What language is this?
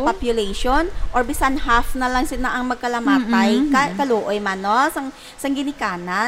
Hiligaynon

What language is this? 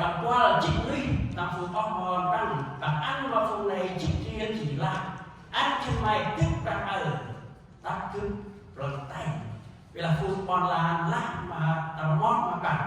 Central Mnong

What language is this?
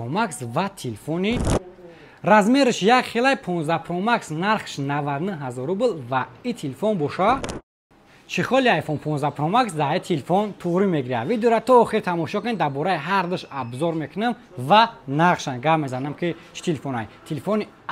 Tajik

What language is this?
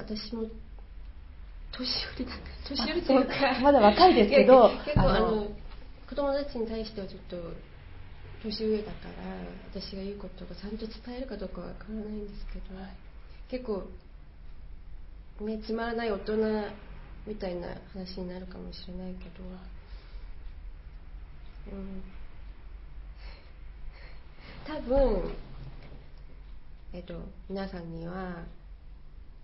Japanese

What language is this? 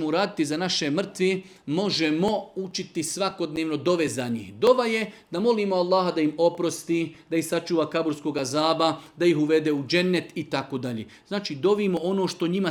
Serbian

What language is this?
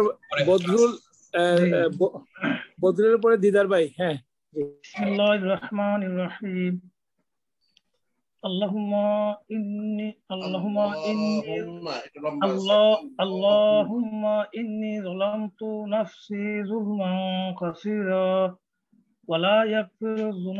Bangla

